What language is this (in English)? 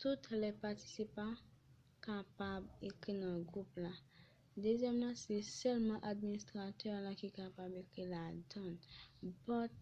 Haitian Creole